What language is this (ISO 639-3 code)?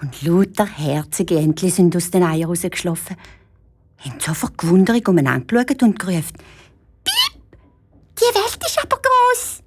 gsw